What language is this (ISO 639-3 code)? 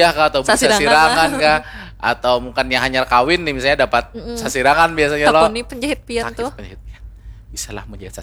bjn